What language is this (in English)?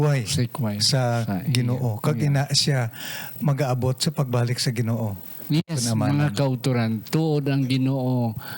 Hiligaynon